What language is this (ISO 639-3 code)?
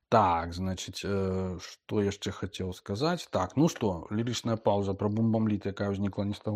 bel